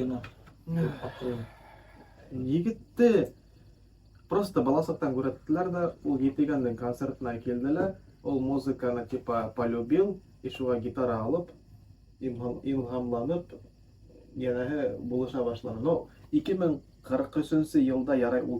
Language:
Bashkir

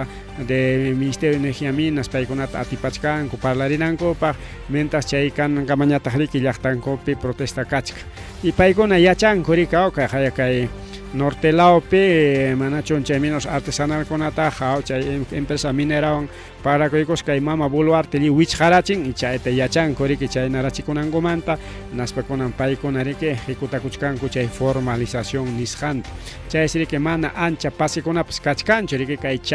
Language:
Ayacucho Quechua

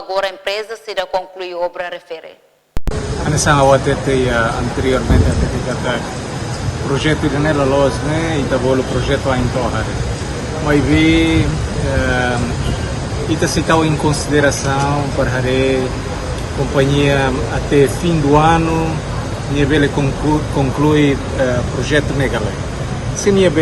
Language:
Tetum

